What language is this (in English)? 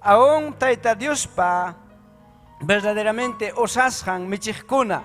Ayacucho Quechua